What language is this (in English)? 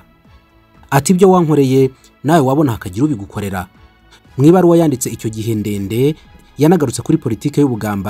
Kinyarwanda